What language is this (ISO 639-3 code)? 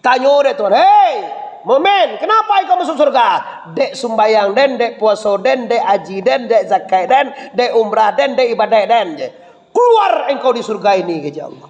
min